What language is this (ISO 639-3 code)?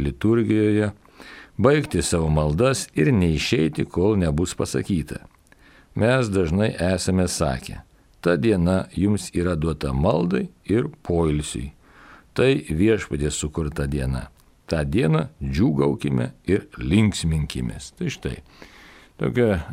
lit